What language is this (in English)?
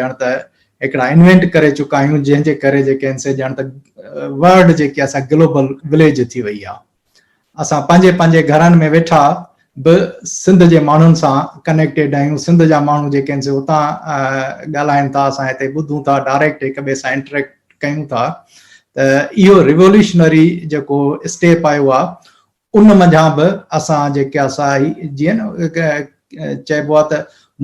Sindhi